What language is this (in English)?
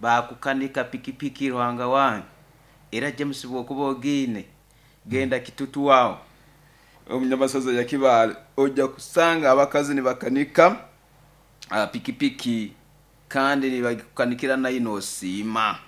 Nyoro